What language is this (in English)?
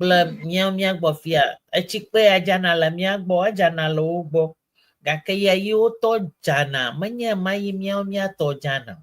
Ewe